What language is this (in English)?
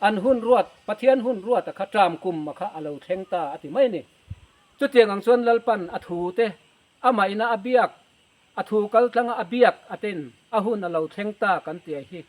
Mizo